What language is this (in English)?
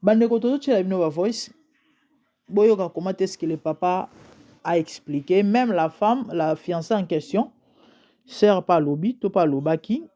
Lingala